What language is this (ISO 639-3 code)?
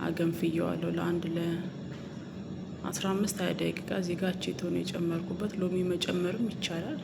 amh